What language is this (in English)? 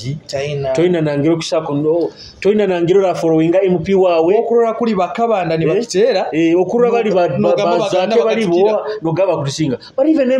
Nyoro